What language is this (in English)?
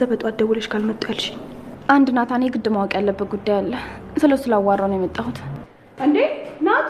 Amharic